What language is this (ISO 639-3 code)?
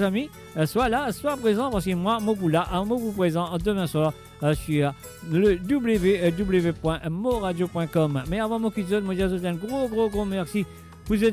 mfe